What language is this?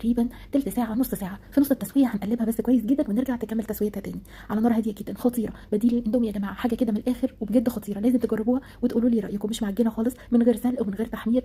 Egyptian Arabic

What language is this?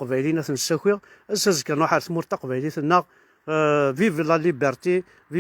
Kabyle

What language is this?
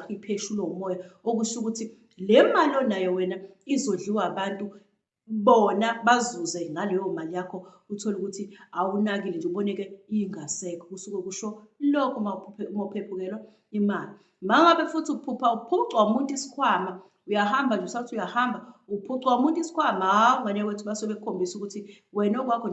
Zulu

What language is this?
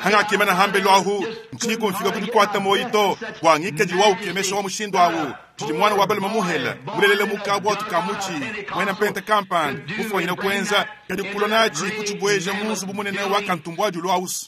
Luba-Lulua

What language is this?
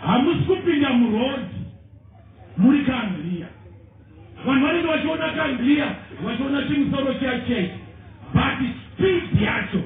Shona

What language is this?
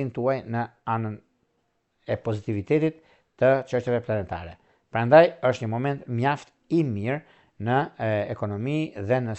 Albanian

